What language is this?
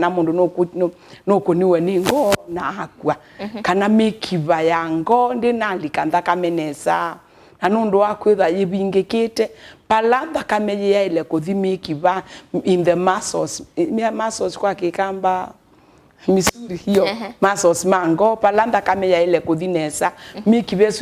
Kamba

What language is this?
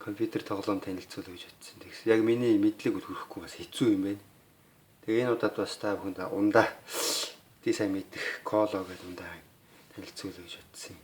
Mongolian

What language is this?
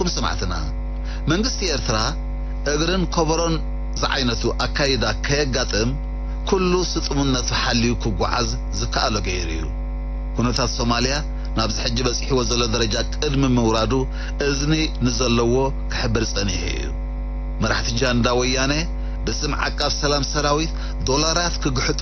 Tigrinya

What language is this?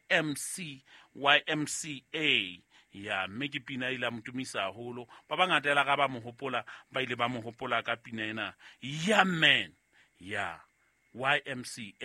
Southern Sotho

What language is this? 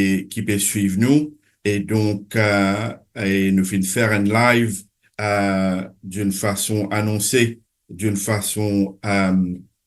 Morisyen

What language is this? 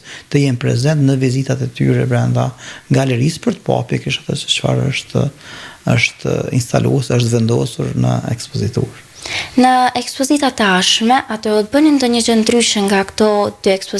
Albanian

